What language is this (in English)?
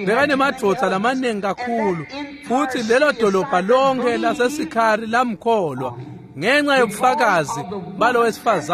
Swati